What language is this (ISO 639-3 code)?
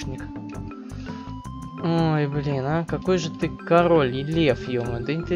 rus